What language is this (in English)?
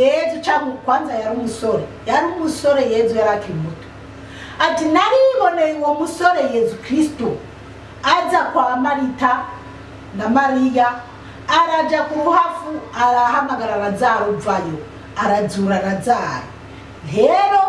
Rundi